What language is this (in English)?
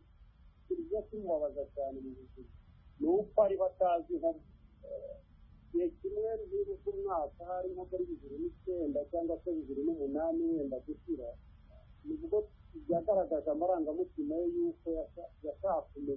Kinyarwanda